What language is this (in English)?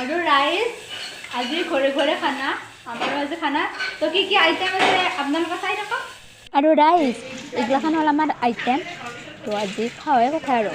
Assamese